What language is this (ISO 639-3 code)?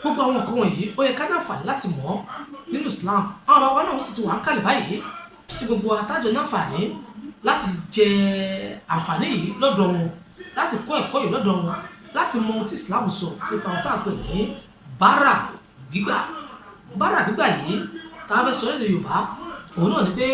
yor